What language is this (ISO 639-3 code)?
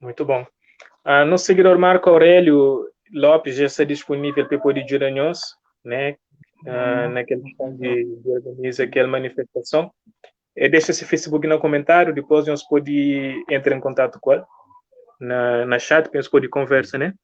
kea